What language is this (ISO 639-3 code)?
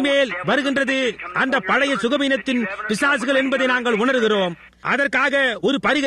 tam